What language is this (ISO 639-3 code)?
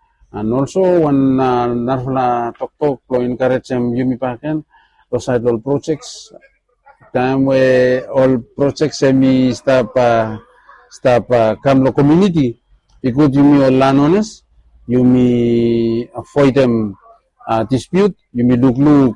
bis